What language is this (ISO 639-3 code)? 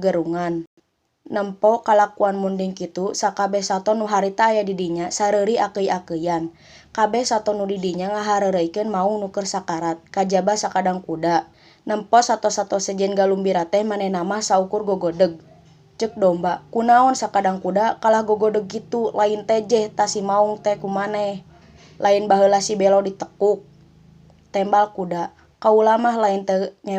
sun